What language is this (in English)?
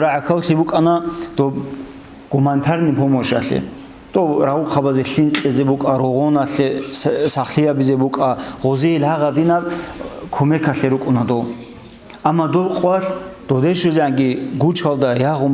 Avaric